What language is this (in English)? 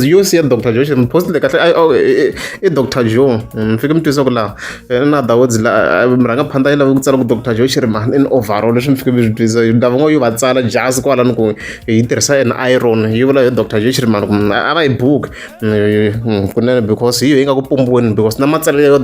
Tsonga